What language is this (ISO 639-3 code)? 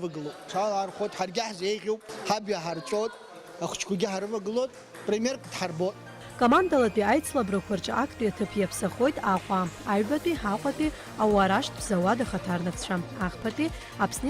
abk